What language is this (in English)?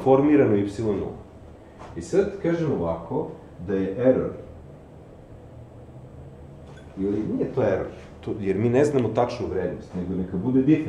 Serbian